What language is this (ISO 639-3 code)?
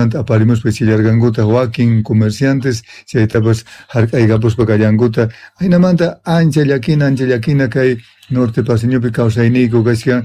que